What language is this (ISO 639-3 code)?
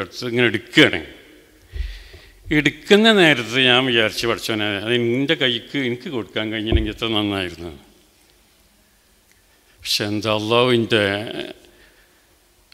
mal